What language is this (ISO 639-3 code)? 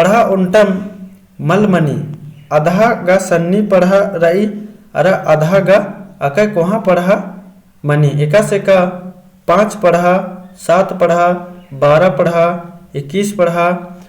kru